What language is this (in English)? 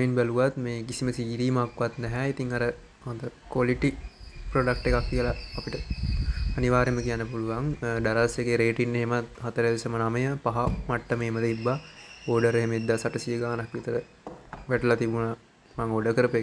Sinhala